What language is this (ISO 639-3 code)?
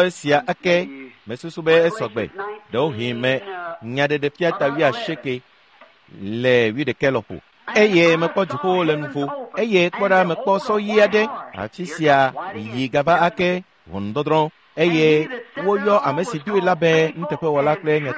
ewe